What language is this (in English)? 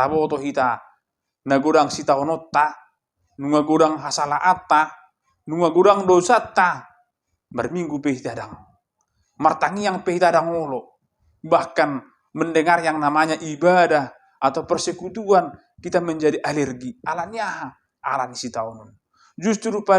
Batak Toba